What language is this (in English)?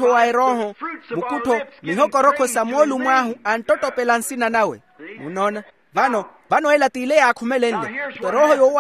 Makhuwa